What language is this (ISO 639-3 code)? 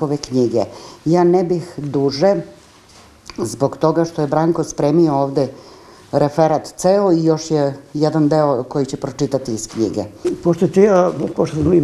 srp